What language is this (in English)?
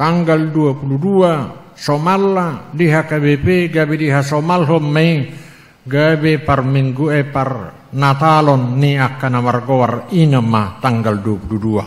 Batak Toba